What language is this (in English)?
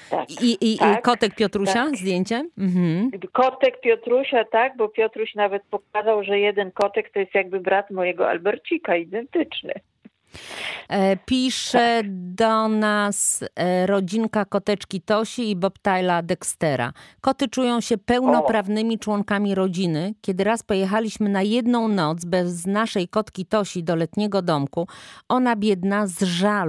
Polish